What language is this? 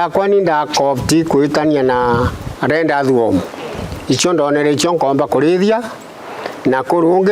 Meru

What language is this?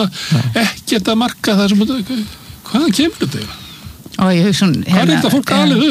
Icelandic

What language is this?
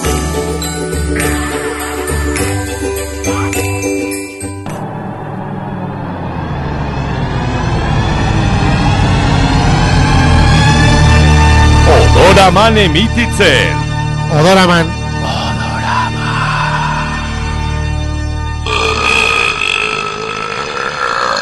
Basque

